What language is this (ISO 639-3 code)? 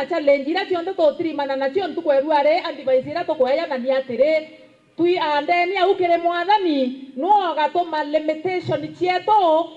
mer